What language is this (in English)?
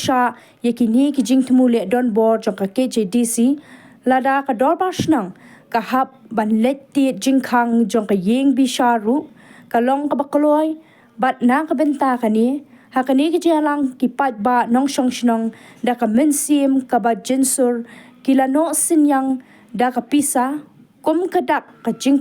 Khasi